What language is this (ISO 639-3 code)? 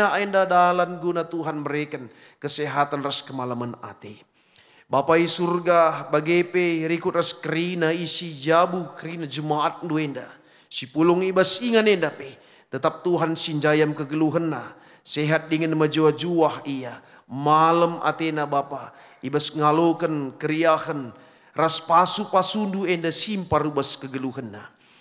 btx